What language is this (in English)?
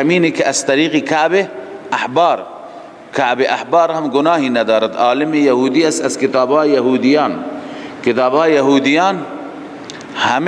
Persian